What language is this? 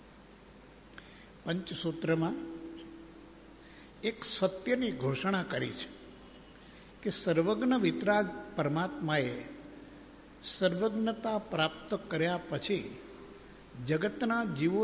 Gujarati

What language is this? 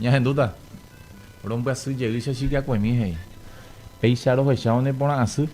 Guarani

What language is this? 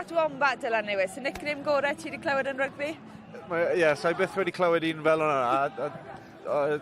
Welsh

